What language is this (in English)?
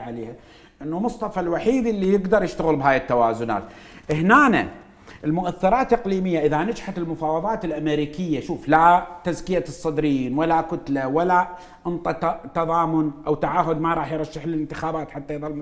Mesopotamian Arabic